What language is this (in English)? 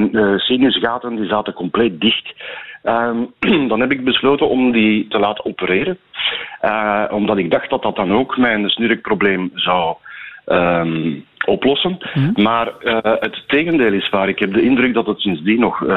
Dutch